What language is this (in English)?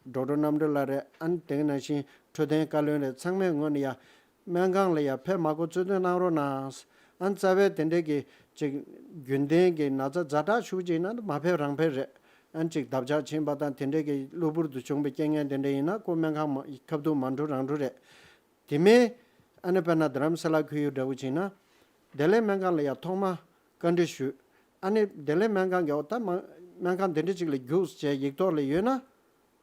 Tibetan